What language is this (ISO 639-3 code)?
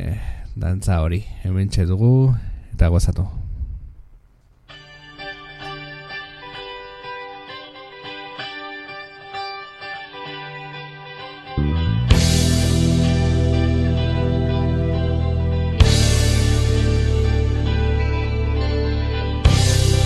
eus